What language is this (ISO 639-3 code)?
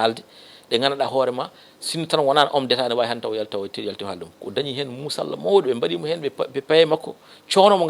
ful